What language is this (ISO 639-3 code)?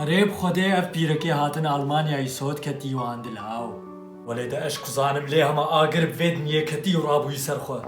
kur